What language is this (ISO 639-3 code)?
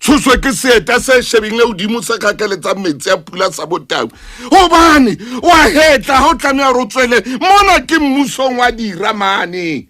sot